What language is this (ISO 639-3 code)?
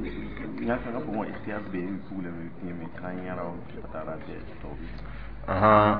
mos